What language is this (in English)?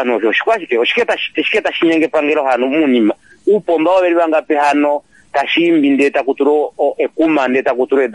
Kuanyama